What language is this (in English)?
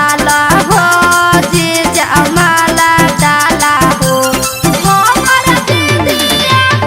Magahi